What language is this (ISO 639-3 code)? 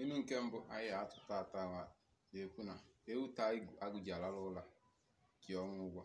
ibo